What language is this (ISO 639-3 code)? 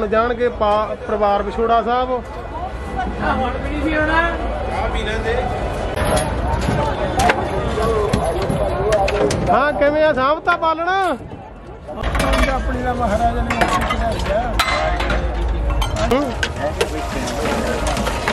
pan